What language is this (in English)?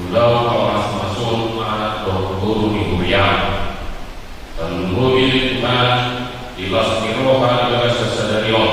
Batak Toba